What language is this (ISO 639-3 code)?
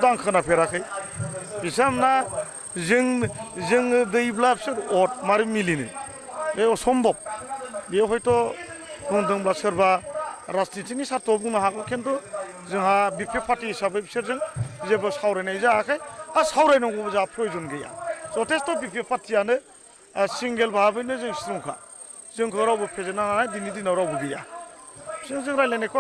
brx